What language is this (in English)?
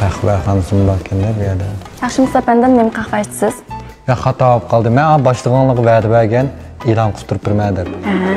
Uyghur